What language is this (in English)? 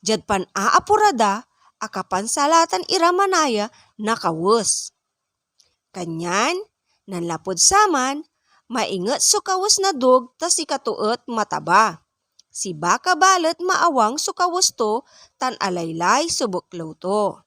Pangasinan